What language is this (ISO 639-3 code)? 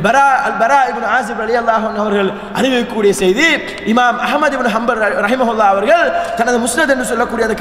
tam